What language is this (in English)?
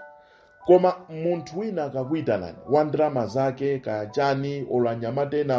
Nyanja